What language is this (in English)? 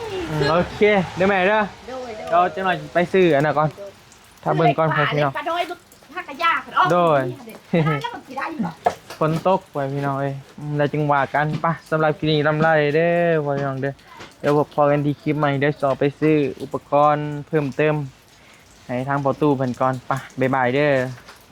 Northeastern Thai